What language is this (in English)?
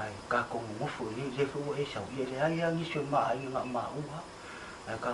Samoan